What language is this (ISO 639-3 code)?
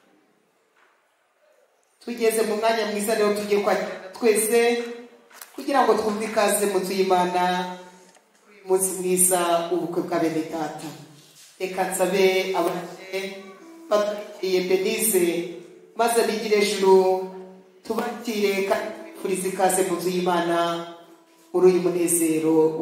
kin